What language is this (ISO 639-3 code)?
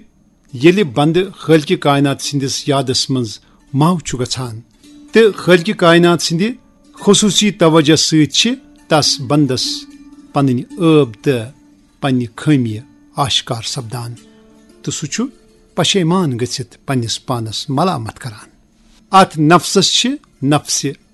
kas